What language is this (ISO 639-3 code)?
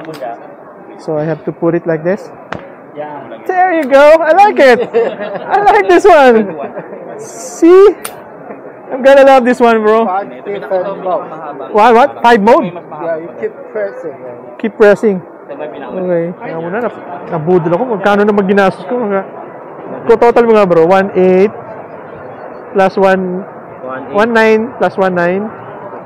fil